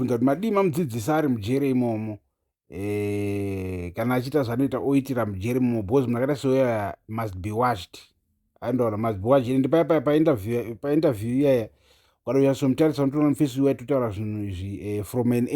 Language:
Shona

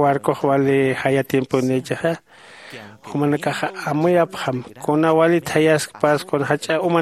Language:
Aymara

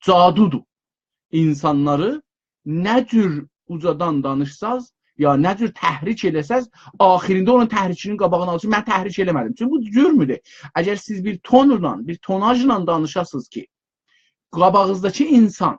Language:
South Azerbaijani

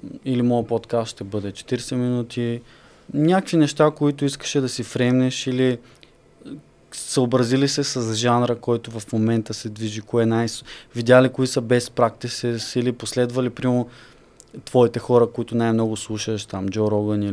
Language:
Bulgarian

